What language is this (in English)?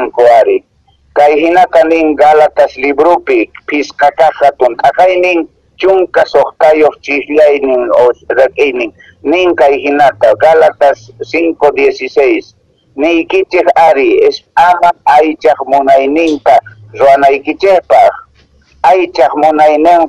Quechua